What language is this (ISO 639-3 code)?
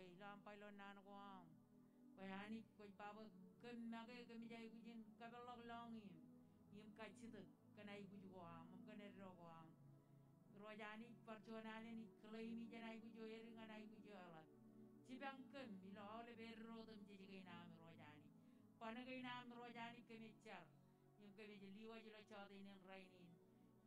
mah